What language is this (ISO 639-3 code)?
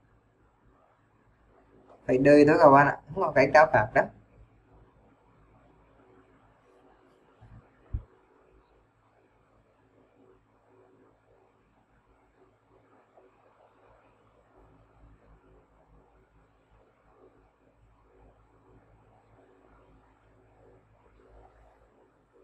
vie